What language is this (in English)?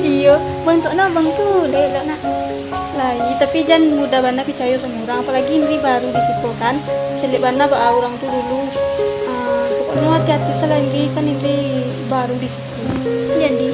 Minangkabau